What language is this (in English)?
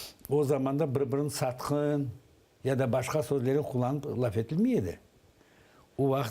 Crimean Tatar